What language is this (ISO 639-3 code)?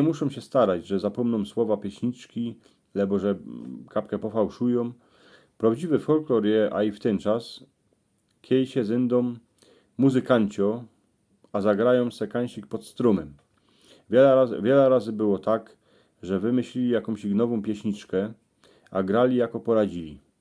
szl